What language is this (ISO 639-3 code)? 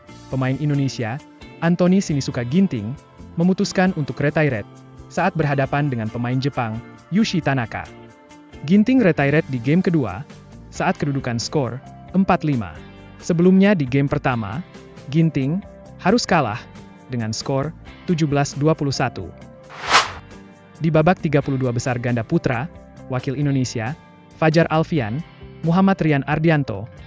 ind